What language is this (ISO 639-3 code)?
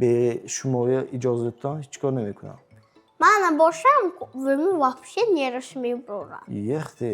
tgk